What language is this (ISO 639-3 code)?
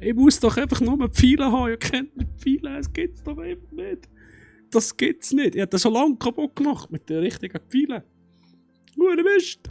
gsw